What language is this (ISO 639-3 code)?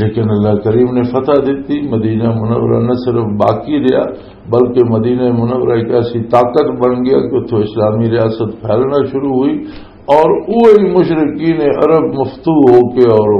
lah